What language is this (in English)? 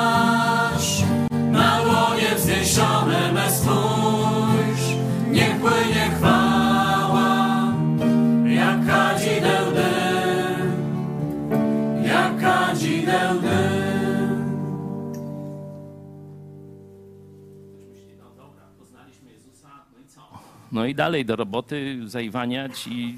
Polish